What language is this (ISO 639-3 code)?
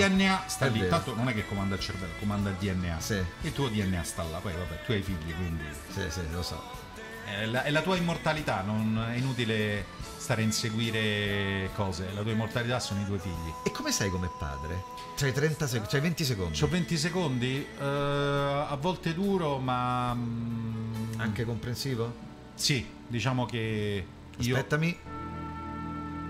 ita